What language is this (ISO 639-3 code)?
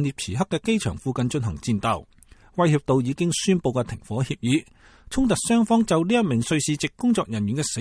yue